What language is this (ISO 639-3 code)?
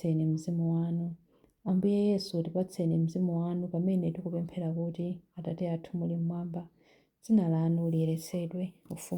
nya